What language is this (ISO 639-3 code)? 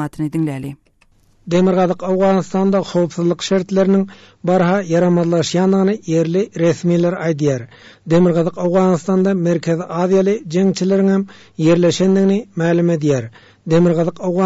tuk